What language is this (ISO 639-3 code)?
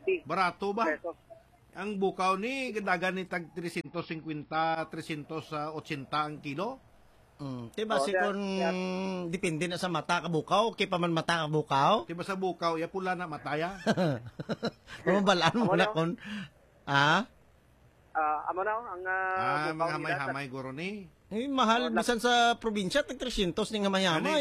hil